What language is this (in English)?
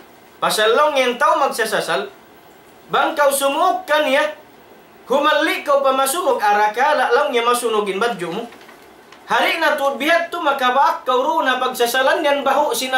Tausug